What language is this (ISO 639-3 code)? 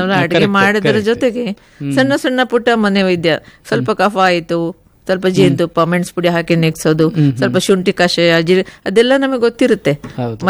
kan